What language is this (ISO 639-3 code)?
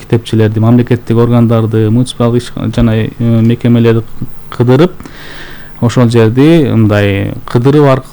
kir